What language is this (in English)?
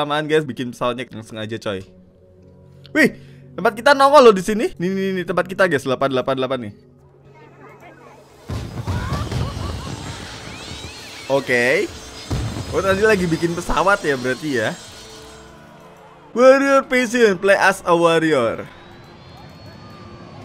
Indonesian